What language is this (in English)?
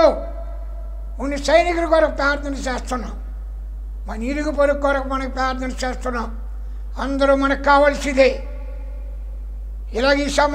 Telugu